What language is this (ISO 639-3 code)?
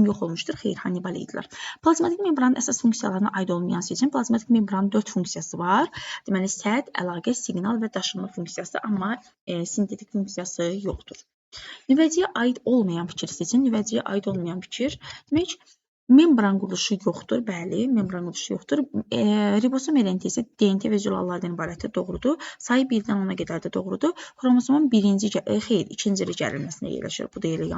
aze